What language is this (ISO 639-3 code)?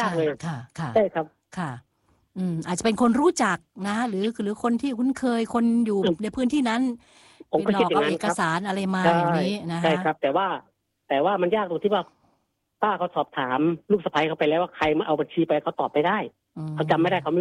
tha